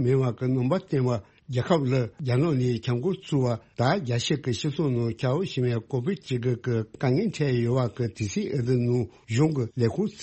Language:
Tibetan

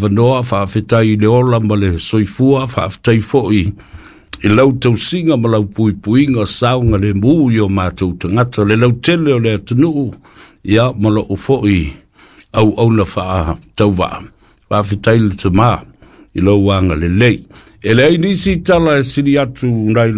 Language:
Samoan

